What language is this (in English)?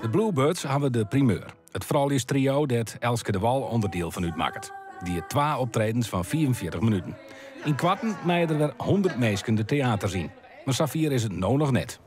Western Frisian